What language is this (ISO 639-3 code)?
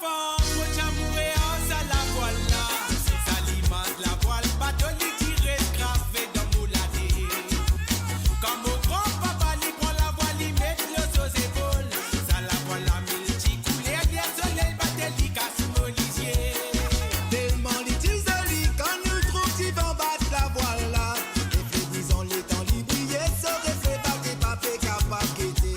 mfe